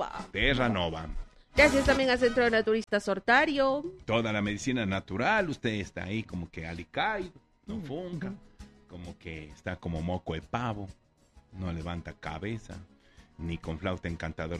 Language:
Spanish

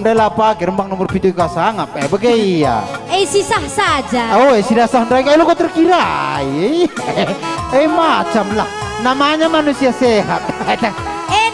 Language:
Batak Karo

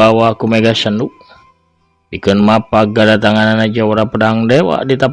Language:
Sundanese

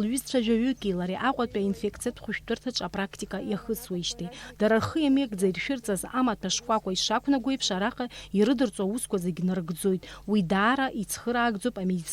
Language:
Abkhazian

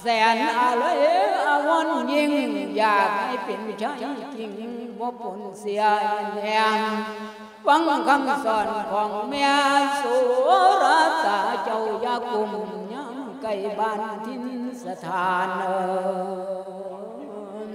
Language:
Lao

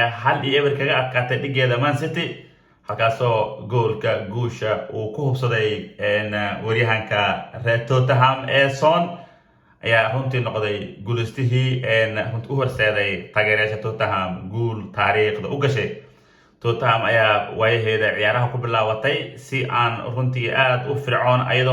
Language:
Somali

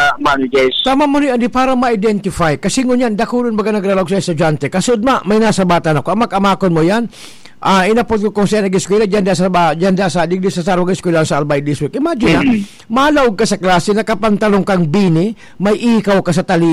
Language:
Bikol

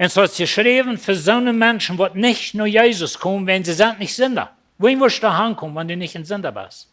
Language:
Plautdietsch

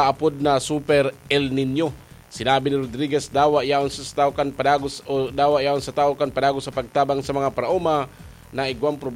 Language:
Bikol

